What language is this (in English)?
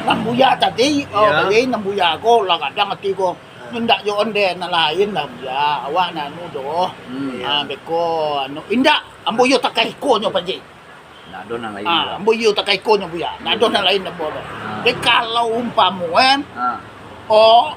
Minangkabau